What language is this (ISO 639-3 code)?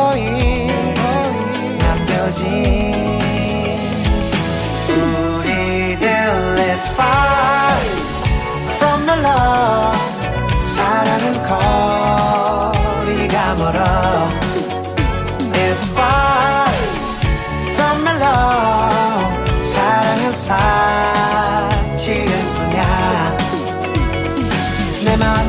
kor